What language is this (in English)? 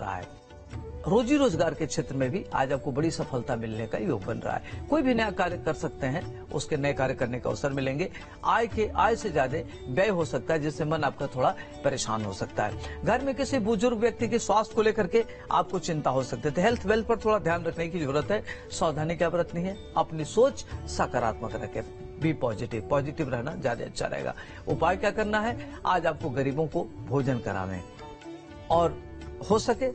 Hindi